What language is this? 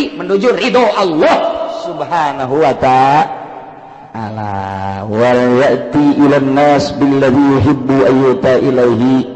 Sundanese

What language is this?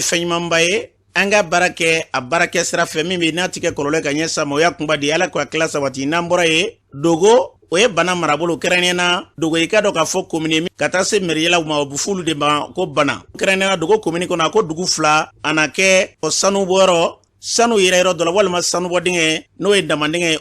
Bambara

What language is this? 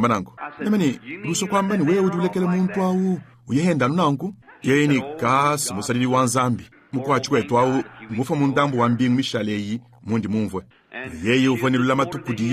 Luba-Lulua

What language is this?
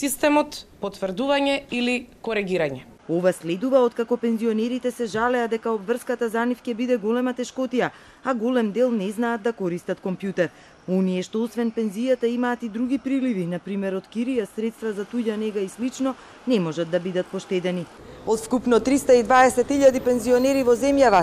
Macedonian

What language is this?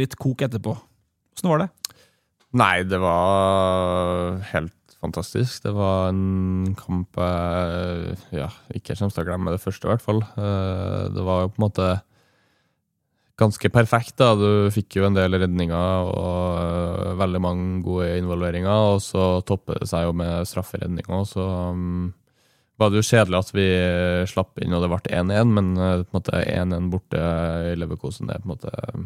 Norwegian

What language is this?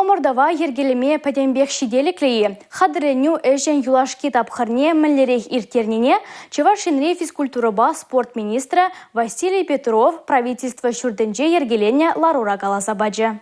Chuvash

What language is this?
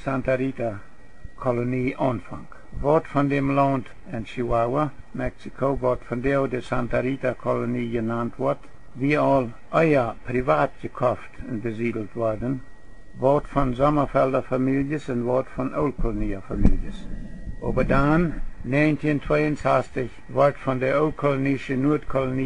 Plautdietsch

